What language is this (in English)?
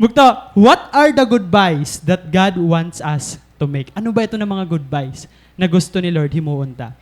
Waray